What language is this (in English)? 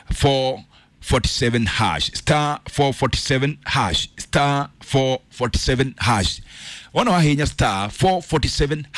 Kikuyu